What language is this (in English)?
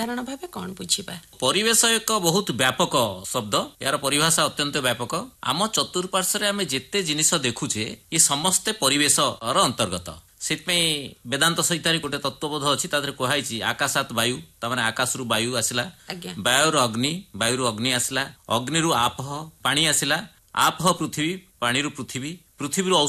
Odia